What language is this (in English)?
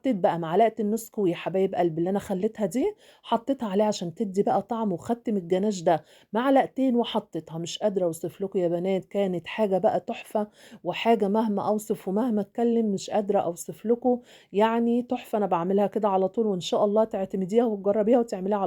Egyptian Arabic